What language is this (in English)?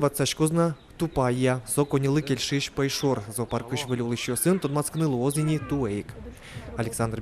Udmurt